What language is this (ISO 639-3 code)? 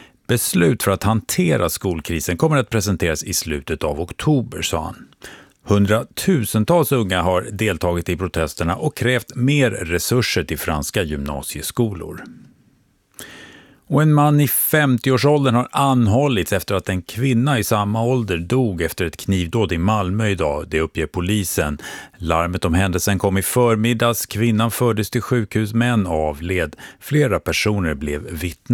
swe